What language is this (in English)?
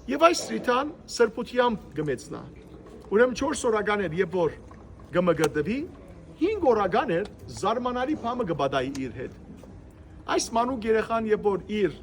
Western Armenian